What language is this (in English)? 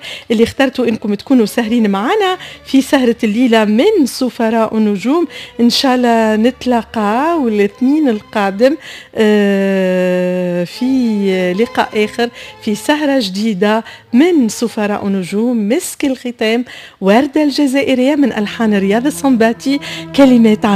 Tunisian Arabic